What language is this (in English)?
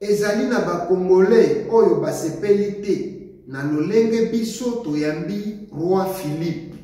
Lingala